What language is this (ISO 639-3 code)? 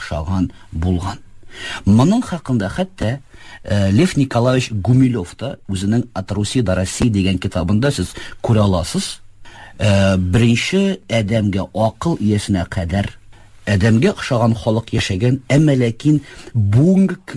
tat